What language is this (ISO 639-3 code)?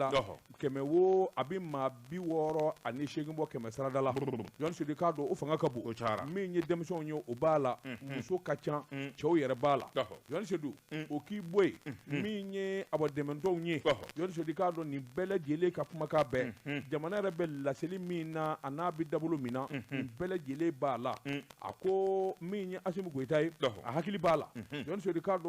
bam